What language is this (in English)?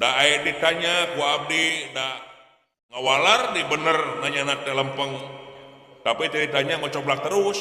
Sundanese